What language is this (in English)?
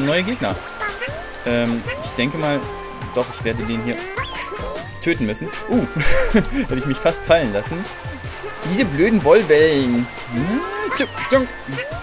German